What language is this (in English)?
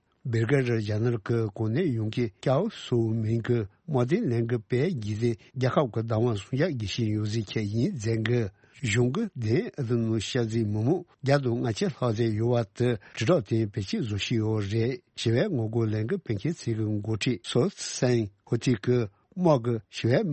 Tibetan